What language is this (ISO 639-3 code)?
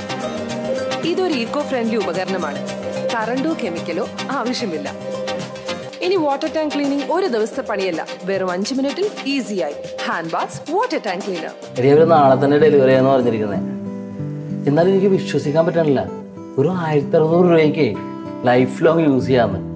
mal